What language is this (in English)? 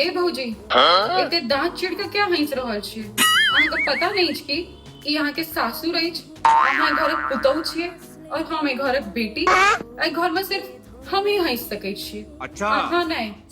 Maithili